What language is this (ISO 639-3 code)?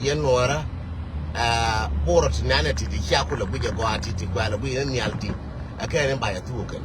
nus